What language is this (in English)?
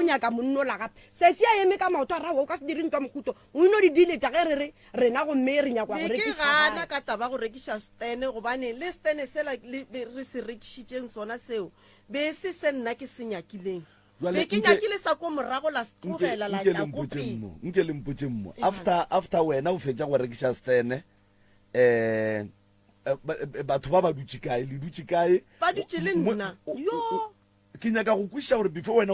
Northern Sotho